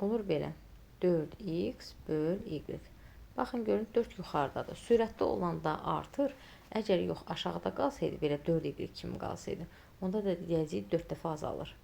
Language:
Azerbaijani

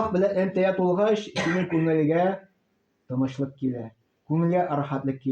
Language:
Tatar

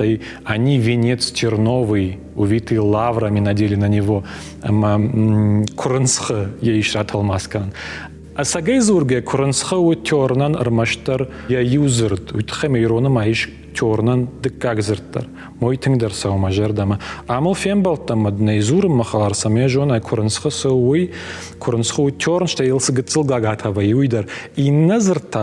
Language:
Ossetic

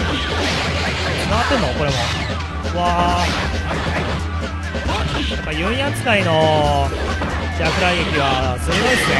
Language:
Japanese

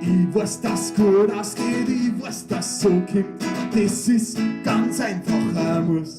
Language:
Bavarian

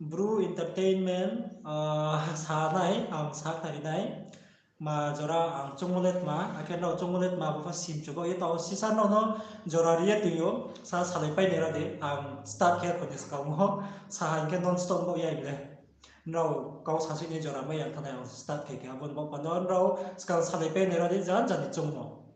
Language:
Riang (India)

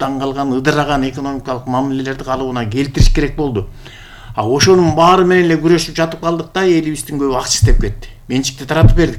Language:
Kyrgyz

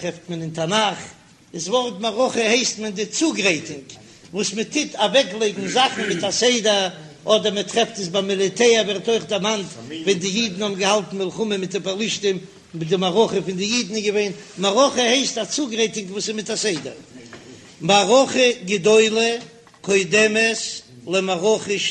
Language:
Yiddish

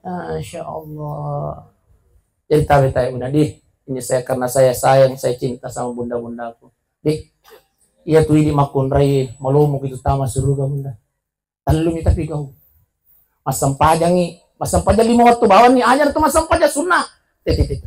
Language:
Buginese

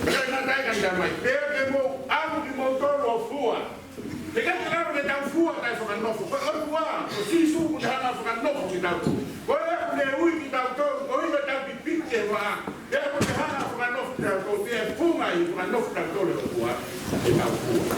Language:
Tongan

